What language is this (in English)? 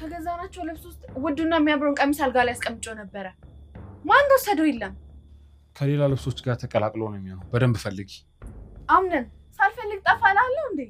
Amharic